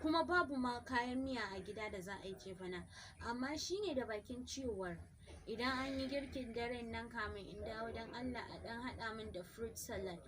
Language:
Hausa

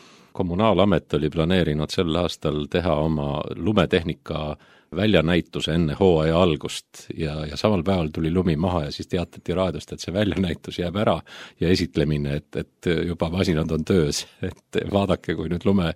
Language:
Estonian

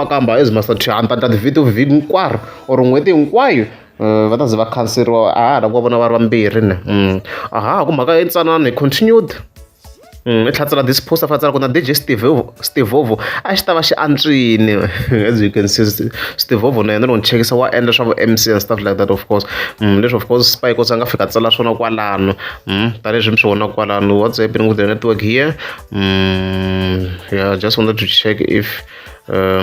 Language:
Tsonga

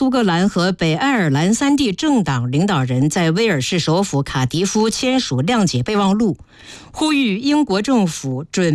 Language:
Chinese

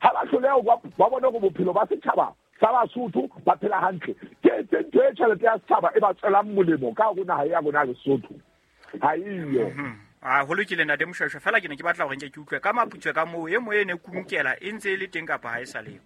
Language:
Southern Sotho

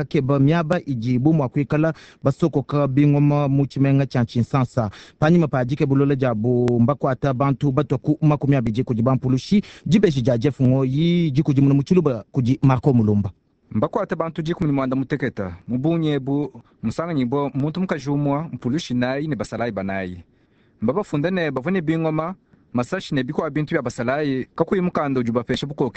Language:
Luba-Lulua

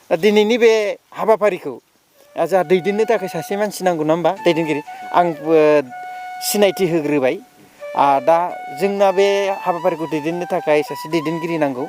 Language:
Bodo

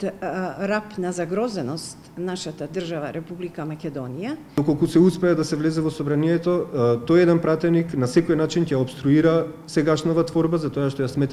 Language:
Macedonian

